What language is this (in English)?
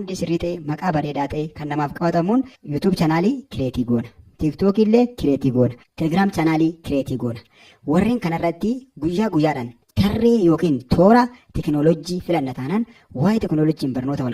Oromo